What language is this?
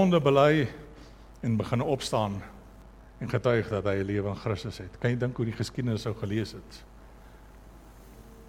Afrikaans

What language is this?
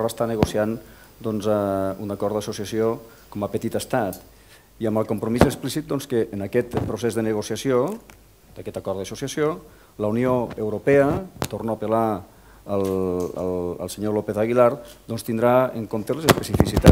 Catalan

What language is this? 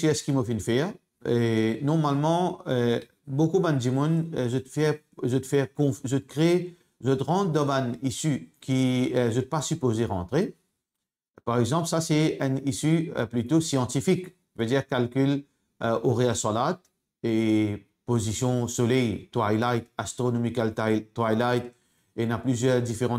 Morisyen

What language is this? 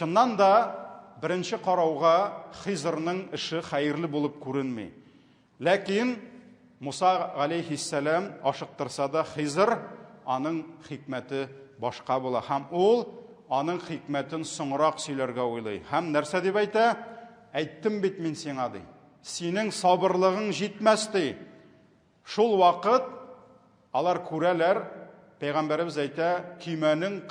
Tatar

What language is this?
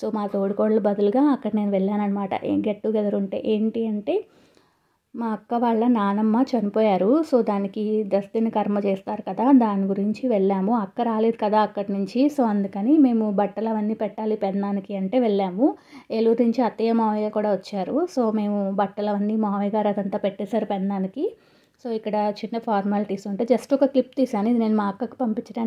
Telugu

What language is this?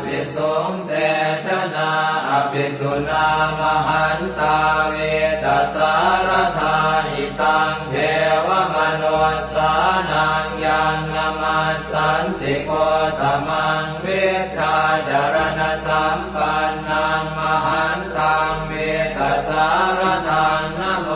Pali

